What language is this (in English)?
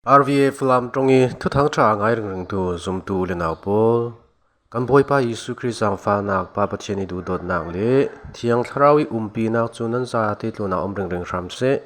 Falam Chin